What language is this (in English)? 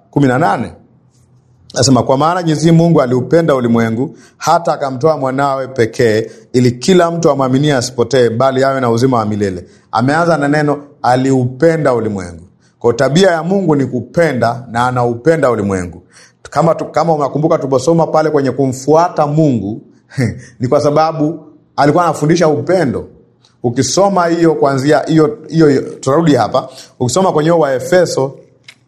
Swahili